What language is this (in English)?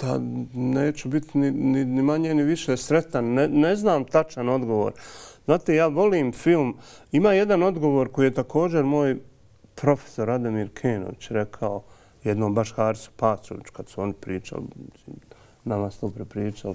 Bosnian